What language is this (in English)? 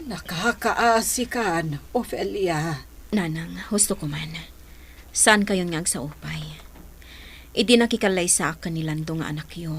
Iloko